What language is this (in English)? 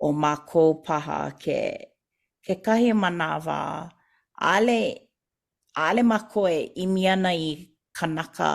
Hawaiian